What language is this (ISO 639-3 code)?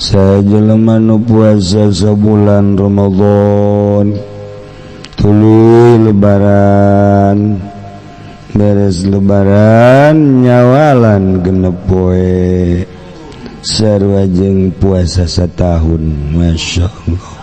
sun